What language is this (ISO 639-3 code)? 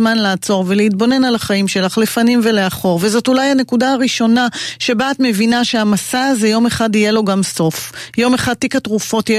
heb